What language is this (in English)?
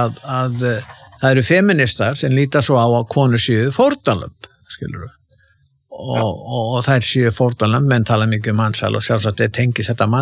Icelandic